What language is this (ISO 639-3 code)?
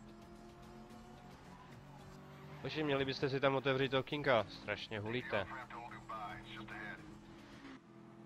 ces